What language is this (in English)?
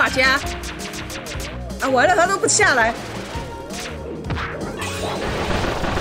Chinese